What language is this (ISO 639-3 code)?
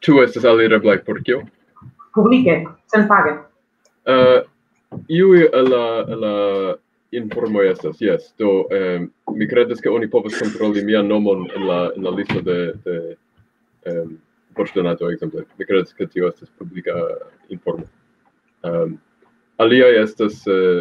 epo